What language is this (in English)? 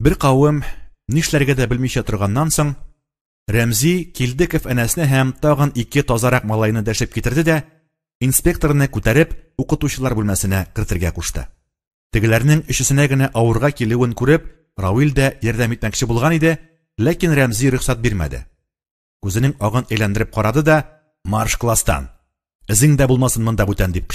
Tatar